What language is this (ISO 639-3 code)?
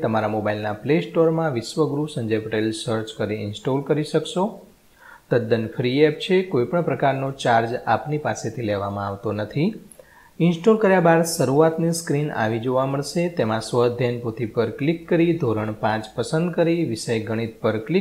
guj